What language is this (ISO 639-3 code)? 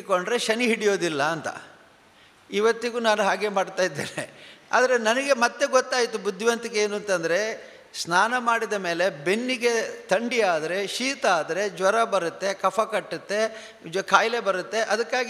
kan